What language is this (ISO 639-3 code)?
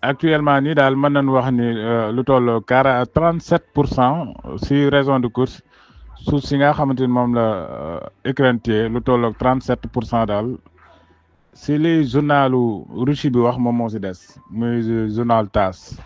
wol